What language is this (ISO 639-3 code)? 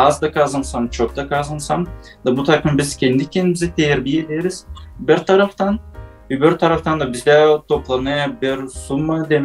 gag